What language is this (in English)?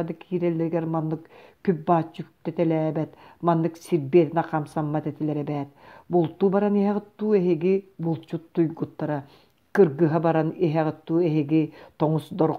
Yakut